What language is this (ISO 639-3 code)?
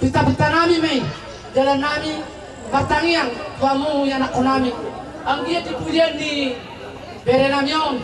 bbc